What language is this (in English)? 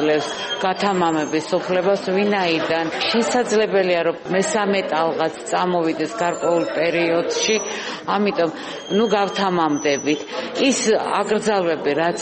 Georgian